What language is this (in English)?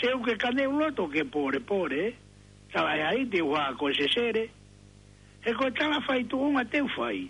Tongan